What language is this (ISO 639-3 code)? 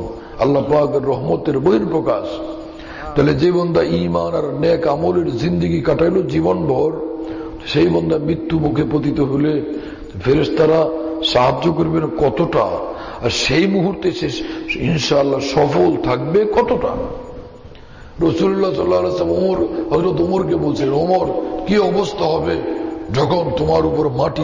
ben